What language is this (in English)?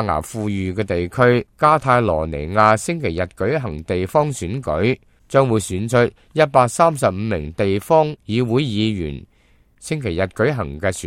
Cantonese